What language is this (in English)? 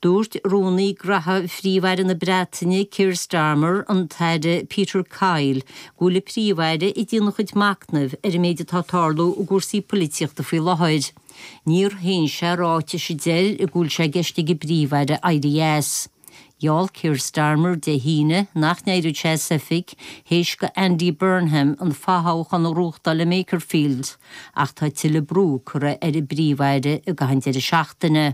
Irish